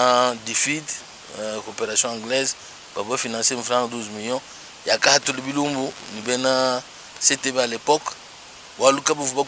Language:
Luba-Lulua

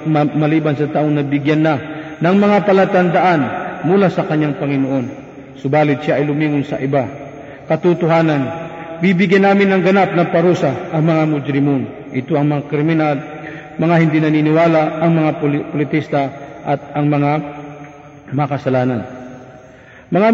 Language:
Filipino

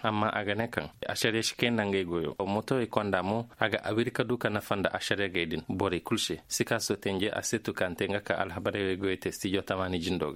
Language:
Koyraboro Senni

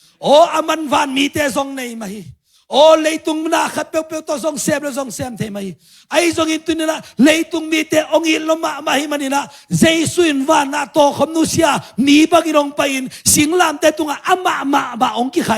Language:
Tedim Chin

